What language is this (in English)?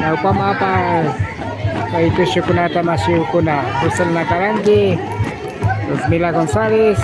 Imbabura Highland Quichua